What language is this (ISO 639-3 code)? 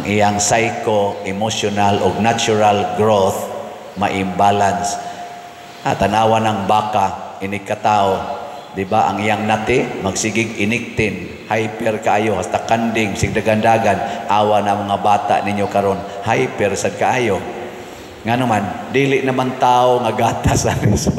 ceb